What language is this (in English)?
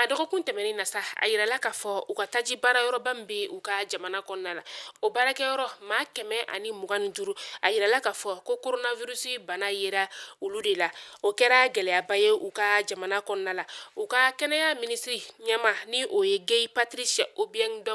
Bambara